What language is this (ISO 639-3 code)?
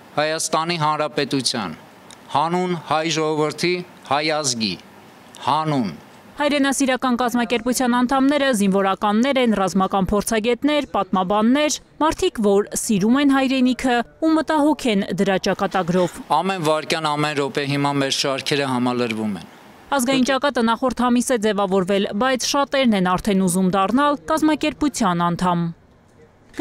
hye